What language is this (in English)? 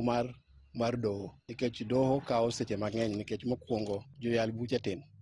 Luo (Kenya and Tanzania)